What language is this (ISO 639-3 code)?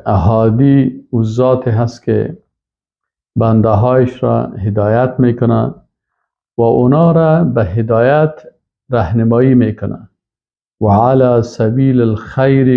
fas